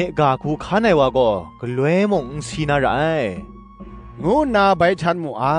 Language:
Kachin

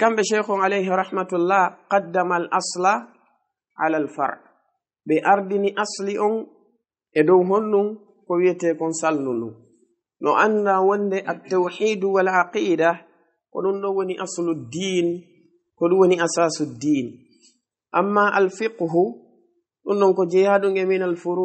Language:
Fula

